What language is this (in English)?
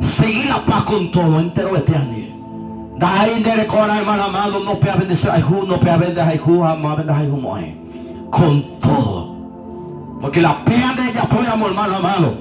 Guarani